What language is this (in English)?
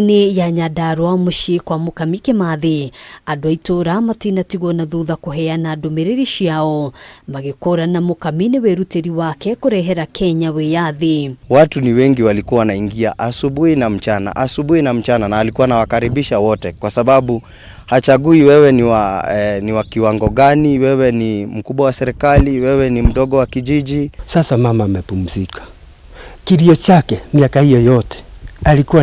Kikuyu